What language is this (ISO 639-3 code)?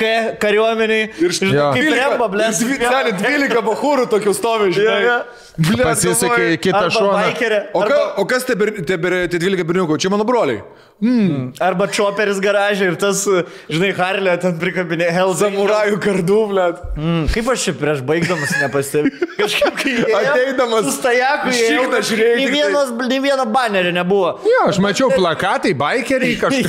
lit